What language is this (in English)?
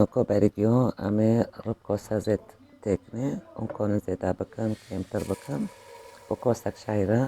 Kurdish